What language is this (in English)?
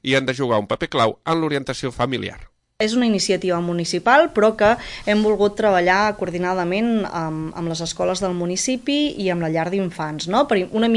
Catalan